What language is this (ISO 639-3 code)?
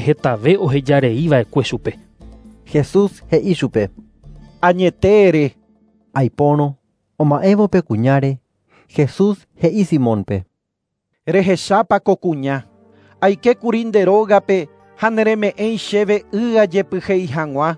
grn